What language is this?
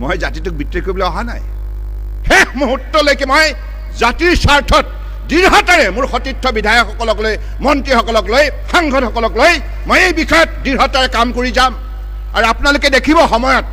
Assamese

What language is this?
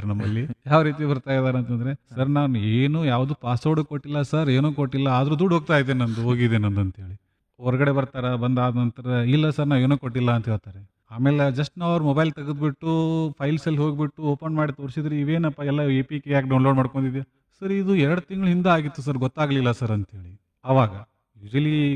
Kannada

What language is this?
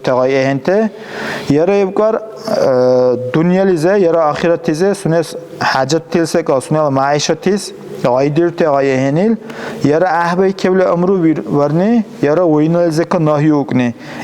Dargwa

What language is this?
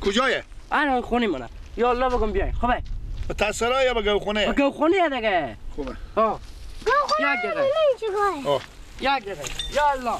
Persian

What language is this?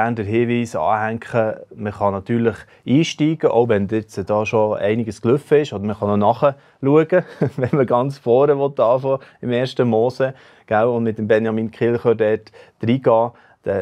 Swiss German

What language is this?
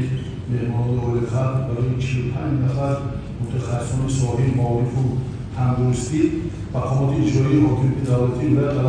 Tajik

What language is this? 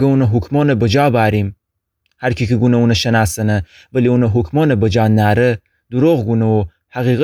Gilaki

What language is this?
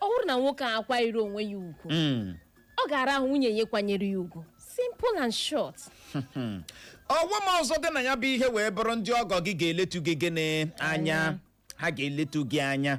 Igbo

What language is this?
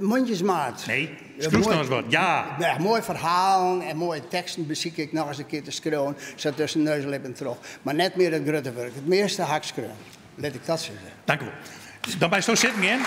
Western Frisian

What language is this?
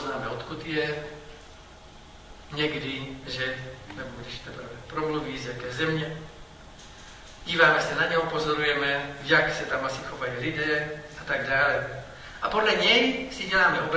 Czech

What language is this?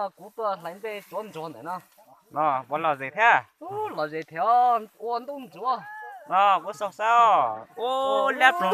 Hmong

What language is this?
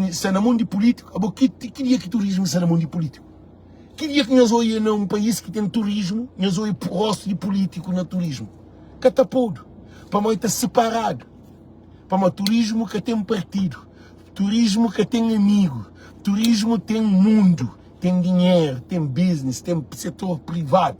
Kabuverdianu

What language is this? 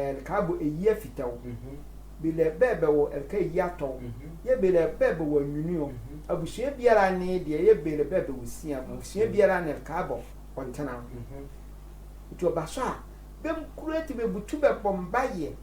Sehwi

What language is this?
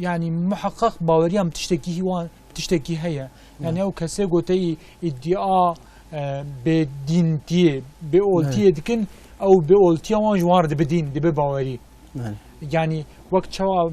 Kurdish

